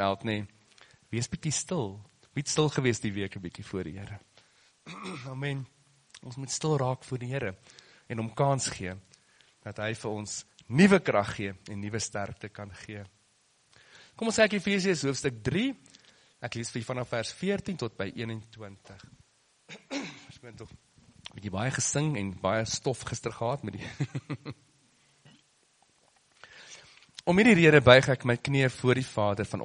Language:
Afrikaans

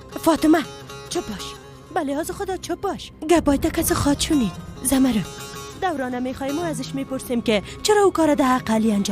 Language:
Persian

